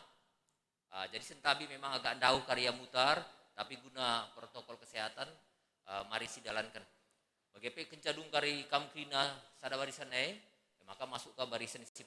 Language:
Batak Karo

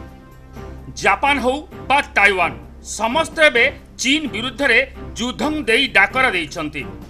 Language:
Odia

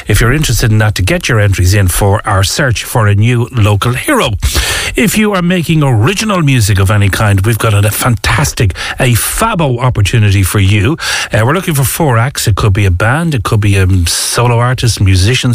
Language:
English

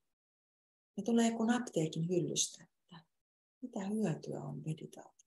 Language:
Finnish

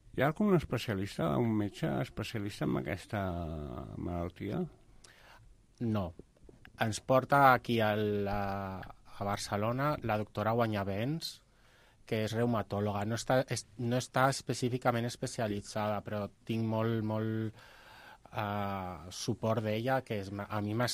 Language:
Catalan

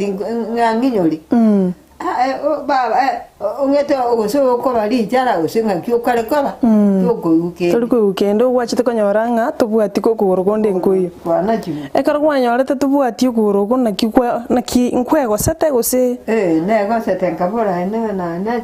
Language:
Gusii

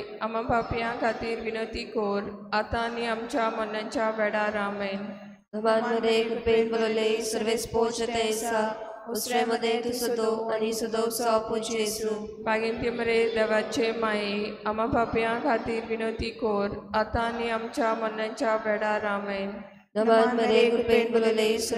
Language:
Konkani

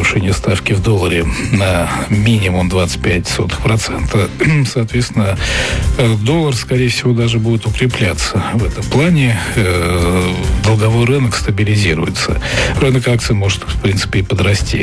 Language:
Russian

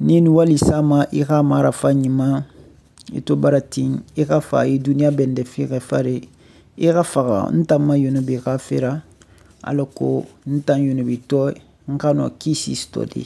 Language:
Susu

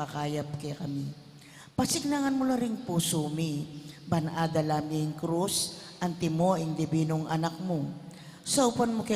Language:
Pampanga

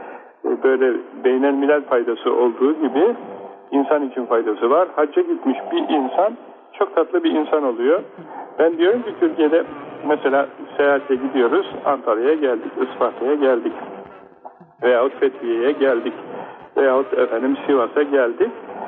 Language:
Turkish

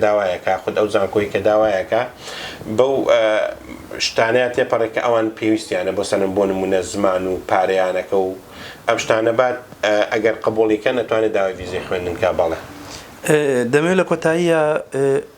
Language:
Central Kurdish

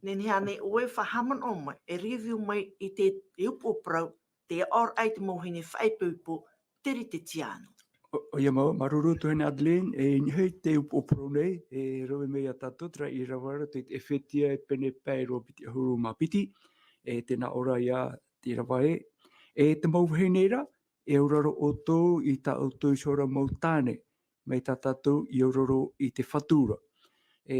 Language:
Tahitian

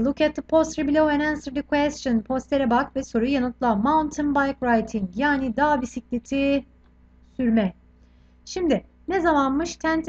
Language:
Turkish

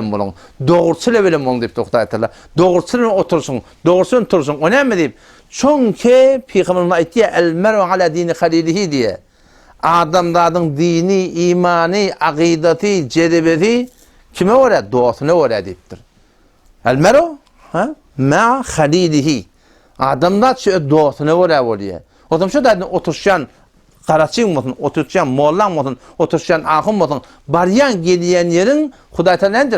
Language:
Turkmen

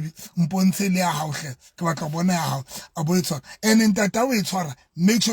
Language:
Southern Sotho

